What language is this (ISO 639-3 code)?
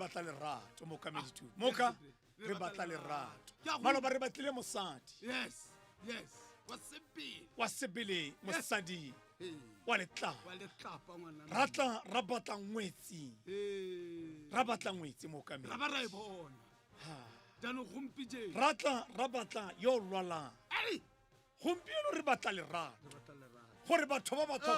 tsn